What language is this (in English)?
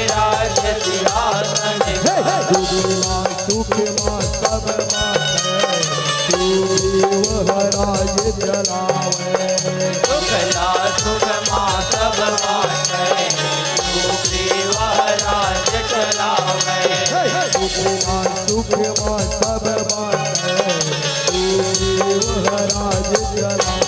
Chhattisgarhi